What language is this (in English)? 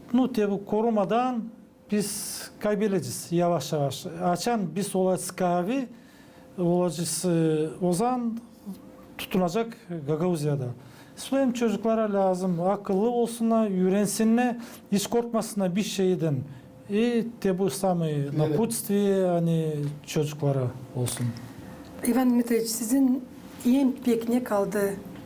Gagauz